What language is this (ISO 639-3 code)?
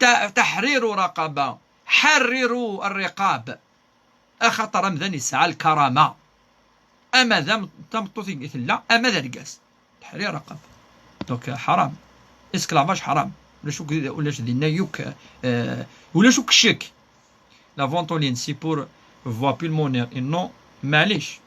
kab